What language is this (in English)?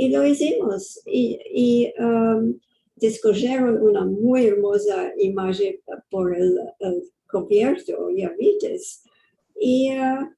Ladino